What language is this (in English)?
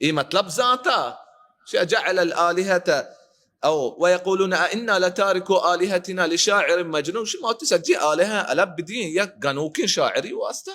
Baluchi